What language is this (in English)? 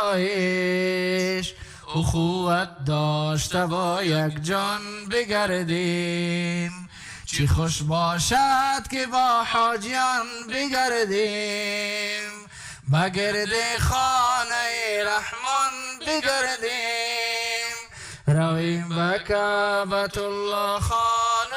Persian